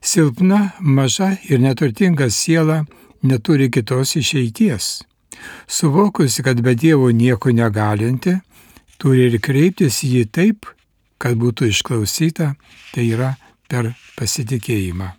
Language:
Lithuanian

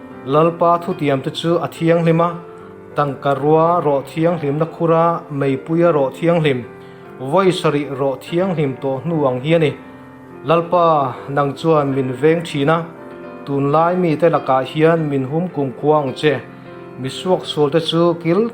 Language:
Mizo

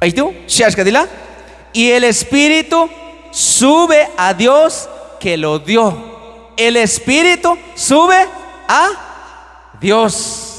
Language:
Q'anjob'al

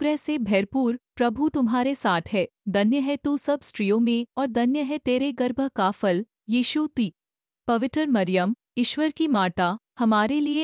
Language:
Hindi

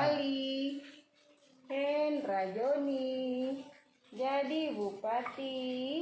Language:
Minangkabau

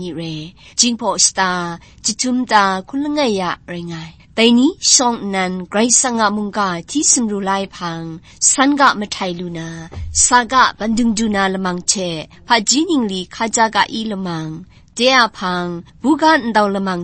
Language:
Kachin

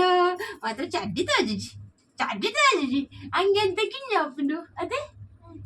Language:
Tulu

